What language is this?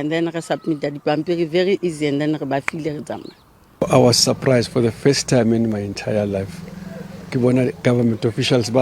Venda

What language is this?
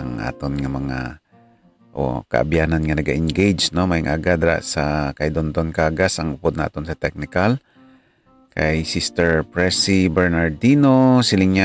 Hiligaynon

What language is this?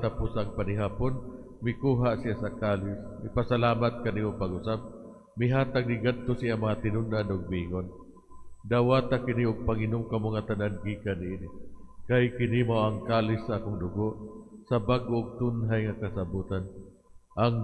Cebuano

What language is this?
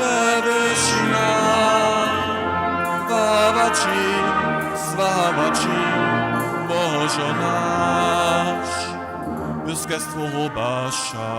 Upper Sorbian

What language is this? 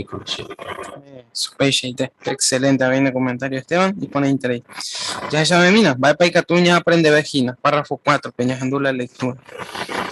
Guarani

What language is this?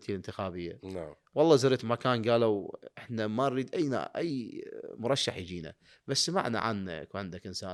Mesopotamian Arabic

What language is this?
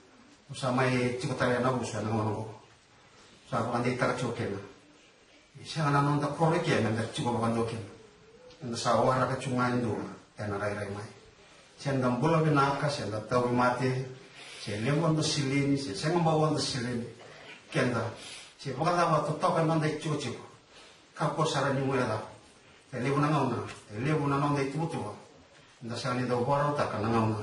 Fijian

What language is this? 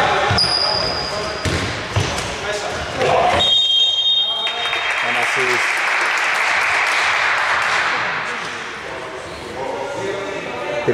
Greek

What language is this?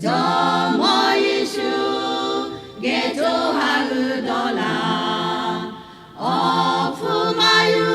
Lahu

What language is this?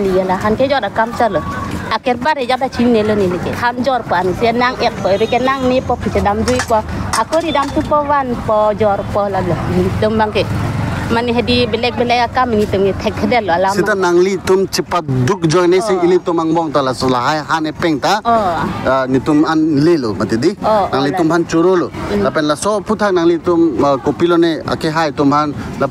Karbi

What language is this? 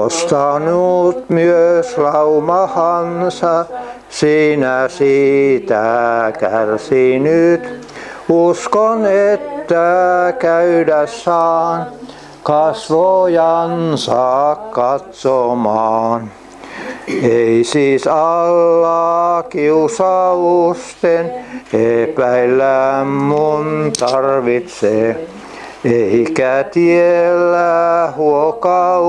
Finnish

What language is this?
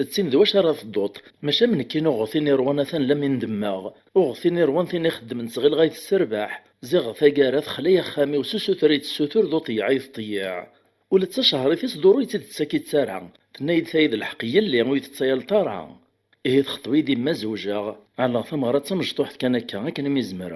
Kabyle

